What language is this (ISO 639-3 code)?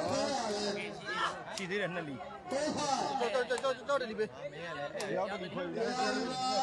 mya